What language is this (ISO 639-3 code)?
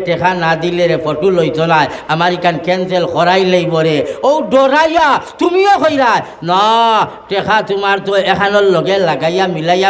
syl